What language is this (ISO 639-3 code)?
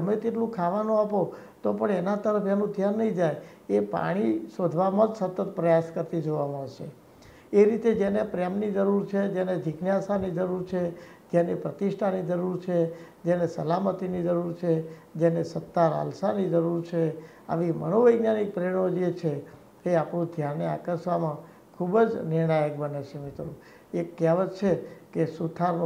guj